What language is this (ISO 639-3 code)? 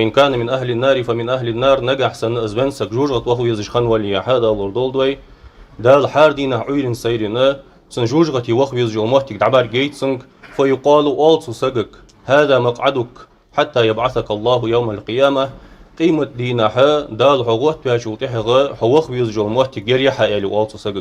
inh